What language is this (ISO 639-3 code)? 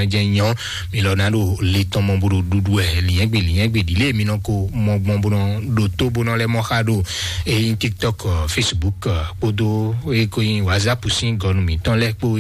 fon